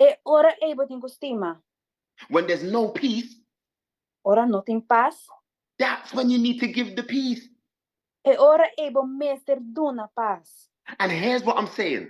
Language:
Papiamento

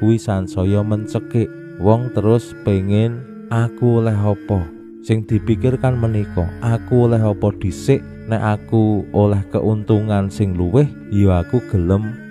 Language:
Javanese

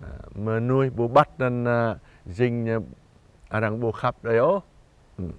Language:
Jarai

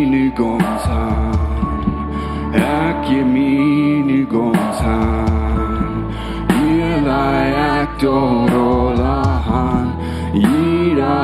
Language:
Plautdietsch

